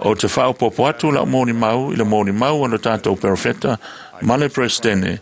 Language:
Samoan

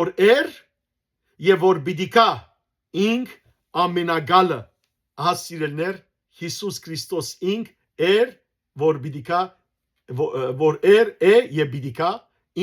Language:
Western Armenian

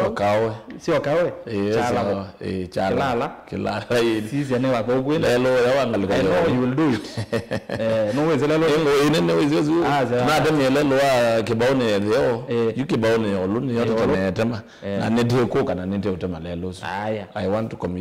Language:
Kamba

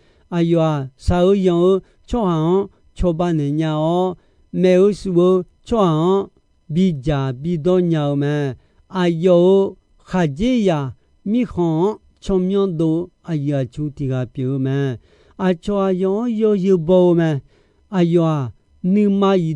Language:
Akha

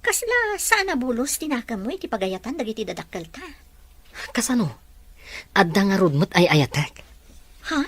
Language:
Iloko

